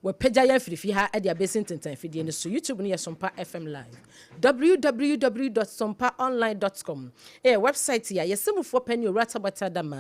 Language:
Akan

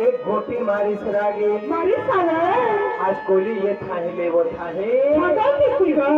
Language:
Chhattisgarhi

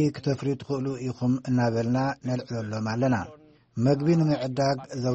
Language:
Tigrinya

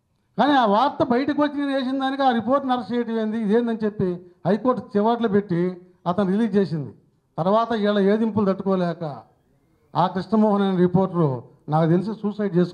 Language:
Telugu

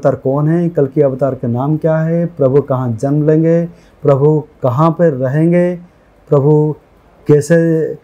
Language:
Hindi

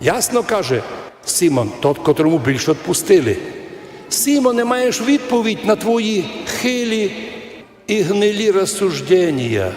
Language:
Rusyn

